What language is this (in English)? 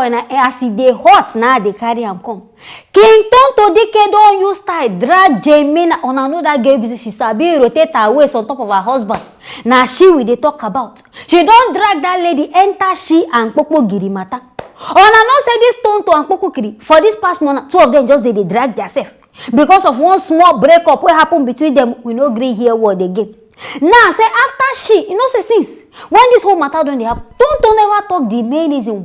Nigerian Pidgin